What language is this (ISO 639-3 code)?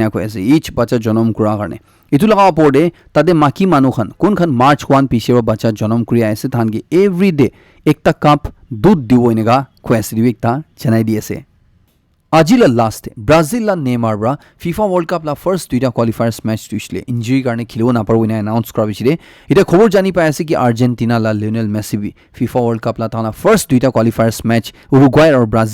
nag